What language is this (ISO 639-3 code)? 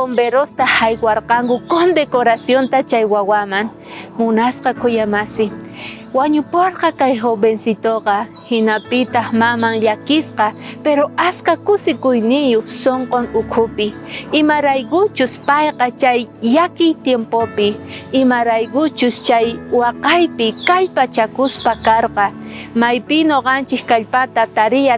quh